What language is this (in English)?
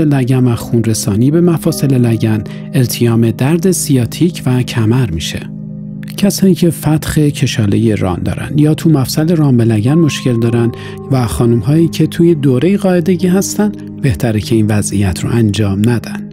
Persian